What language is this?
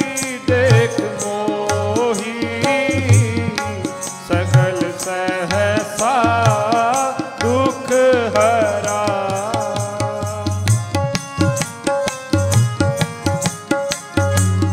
Punjabi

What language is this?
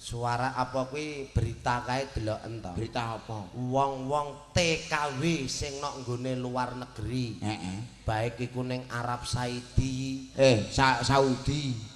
Javanese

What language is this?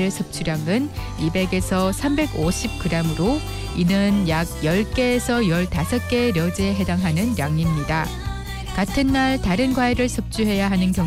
Korean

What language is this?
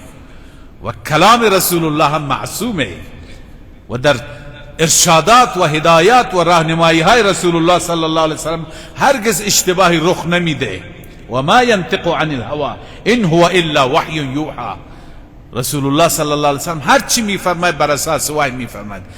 Persian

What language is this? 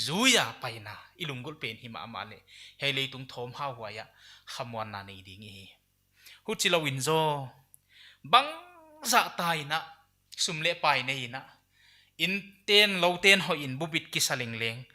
Paite Chin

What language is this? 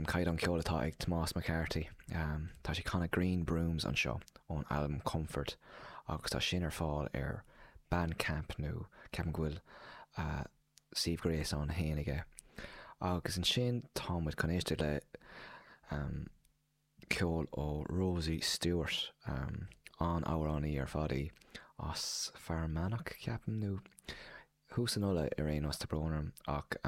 Irish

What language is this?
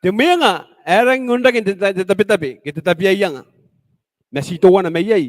Gilbertese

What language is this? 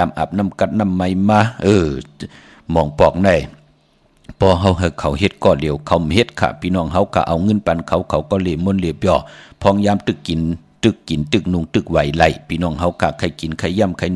Shan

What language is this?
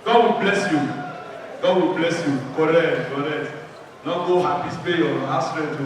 Nigerian Pidgin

